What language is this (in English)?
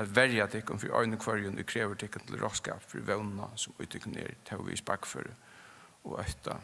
Faroese